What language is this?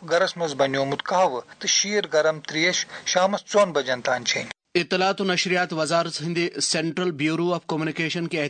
Kashmiri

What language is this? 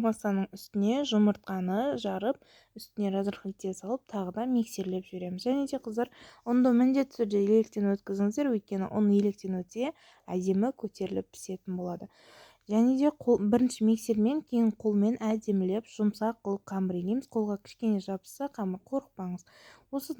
Kazakh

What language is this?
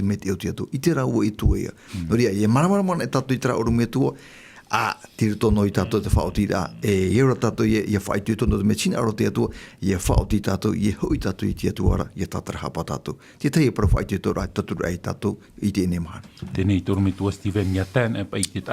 Tahitian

